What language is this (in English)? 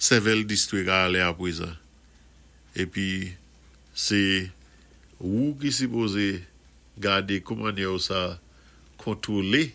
Saint Lucian Creole French